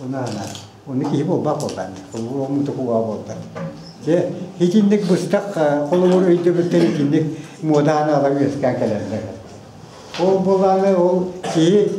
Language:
Yakut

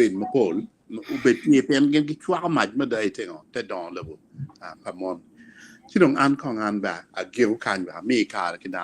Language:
Acoli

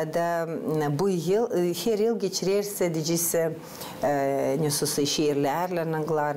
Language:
Gagauz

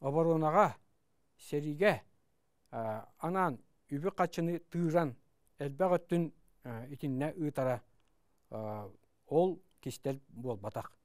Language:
Yakut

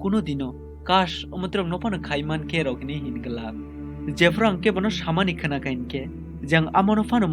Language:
Kok Borok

